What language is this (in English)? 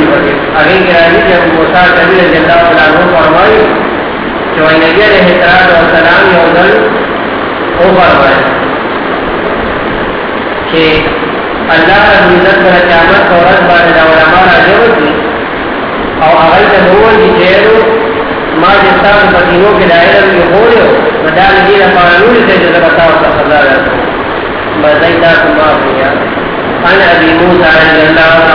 Urdu